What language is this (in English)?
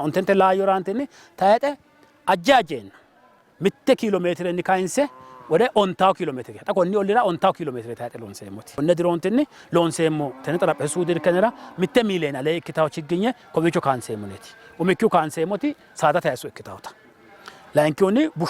Sidamo